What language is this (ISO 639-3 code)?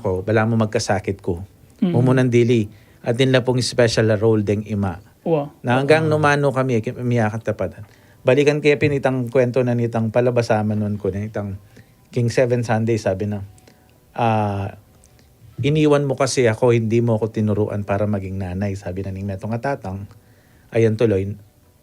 pam